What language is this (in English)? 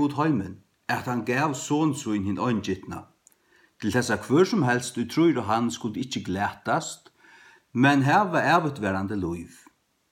Faroese